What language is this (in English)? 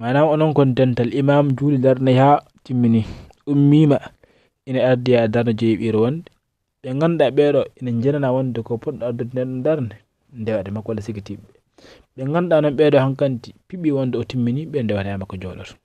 Fula